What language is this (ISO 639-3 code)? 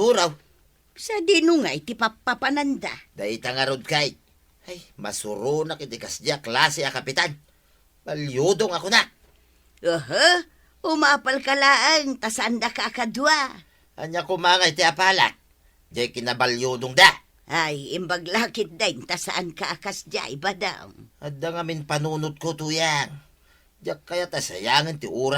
ilo